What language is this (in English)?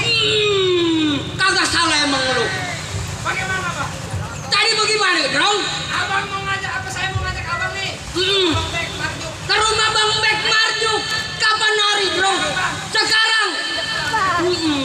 Betawi